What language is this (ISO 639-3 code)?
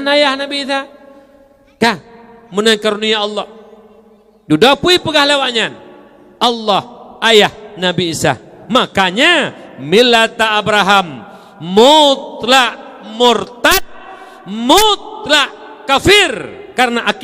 ace